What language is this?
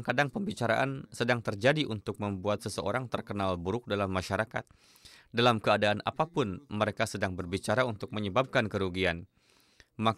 Indonesian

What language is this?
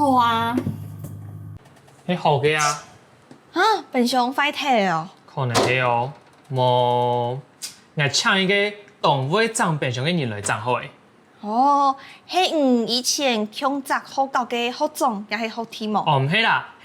Hakka Chinese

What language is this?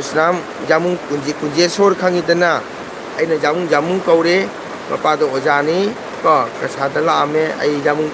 Manipuri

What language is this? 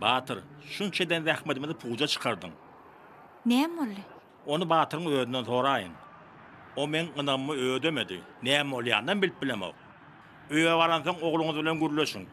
Turkmen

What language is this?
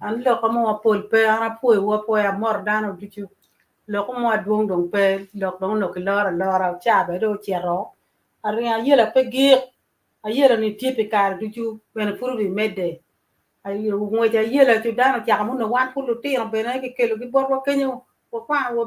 Acoli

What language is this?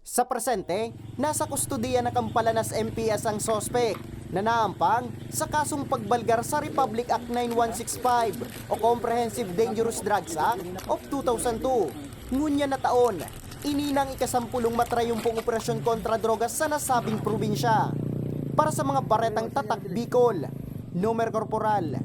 Bikol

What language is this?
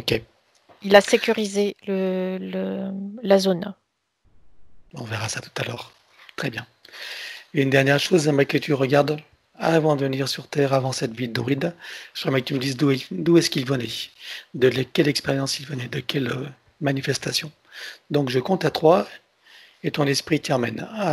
French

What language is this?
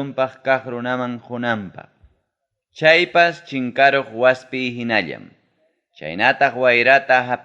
Ayacucho Quechua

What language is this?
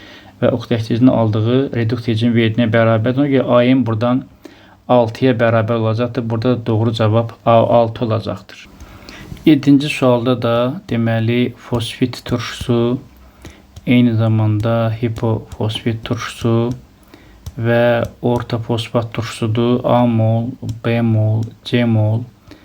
Azerbaijani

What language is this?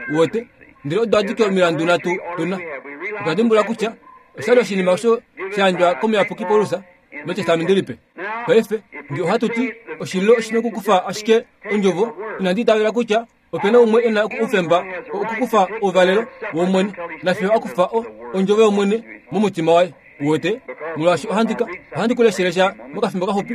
Kuanyama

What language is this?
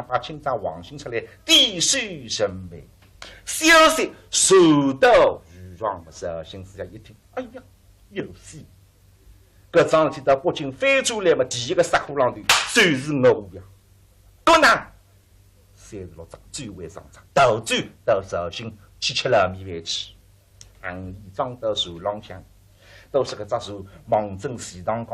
Wu Chinese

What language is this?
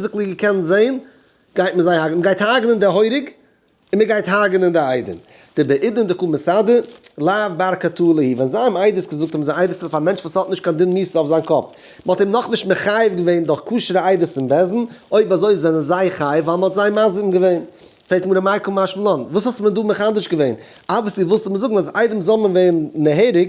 Yiddish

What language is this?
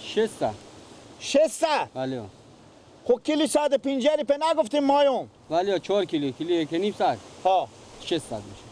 Persian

